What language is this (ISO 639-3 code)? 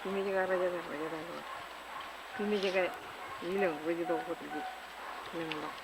mah